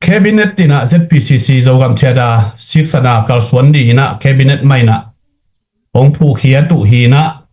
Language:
Tedim Chin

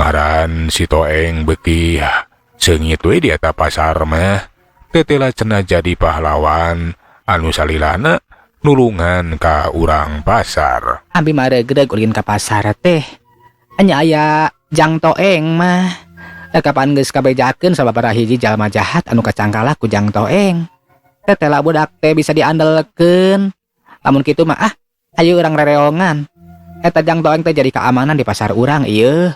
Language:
Sundanese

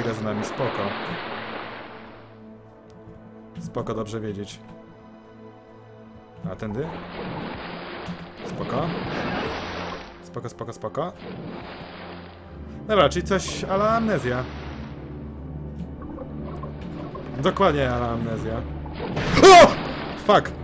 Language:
Polish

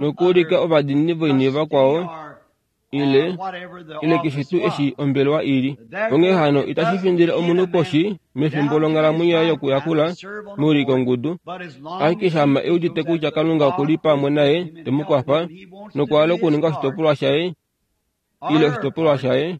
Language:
Kuanyama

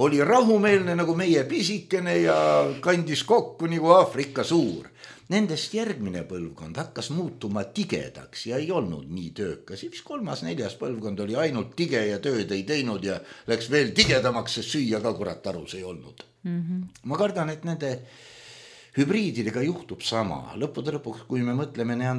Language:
Estonian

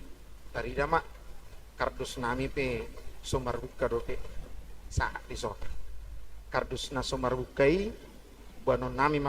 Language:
Batak Toba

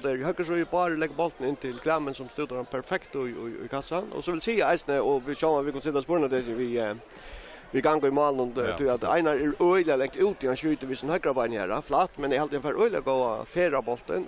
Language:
Faroese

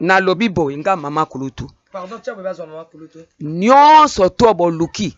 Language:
Lingala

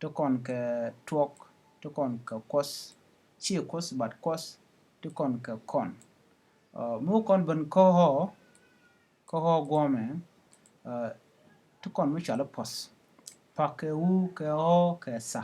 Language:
Nuer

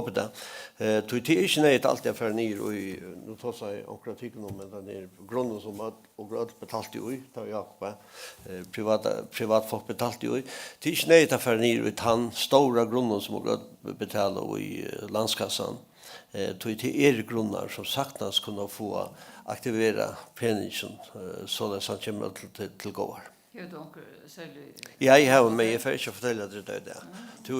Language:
Faroese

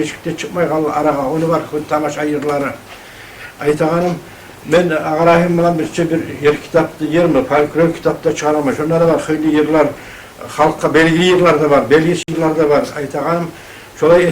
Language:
Kumyk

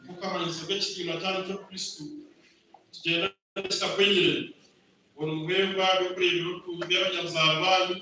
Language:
Nyankole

